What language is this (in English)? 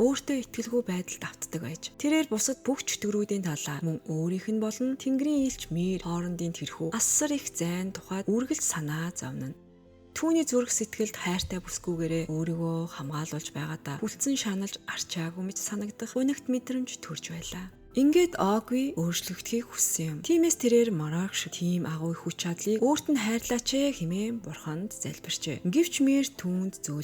Mongolian